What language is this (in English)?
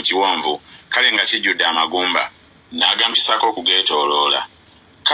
Ganda